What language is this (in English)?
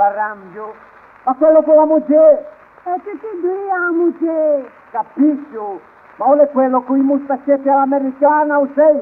Ligurian